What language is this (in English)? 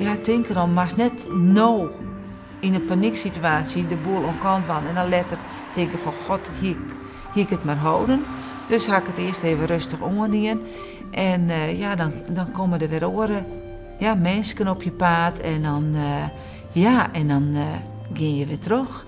Western Frisian